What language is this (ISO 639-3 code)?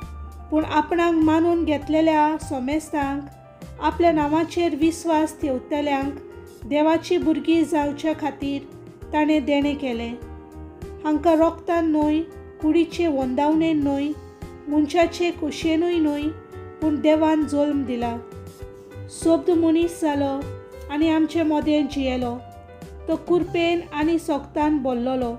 kok